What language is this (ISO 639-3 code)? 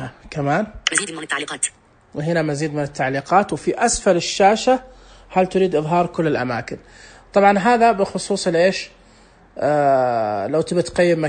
ars